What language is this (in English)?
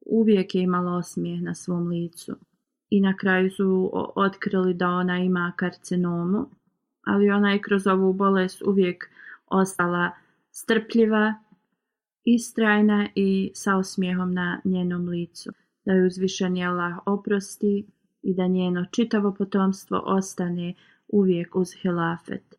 Bosnian